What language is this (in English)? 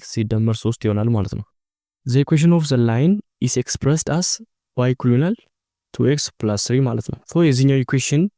Amharic